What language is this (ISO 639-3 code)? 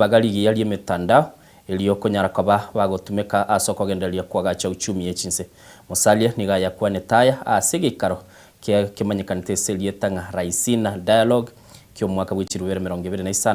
guz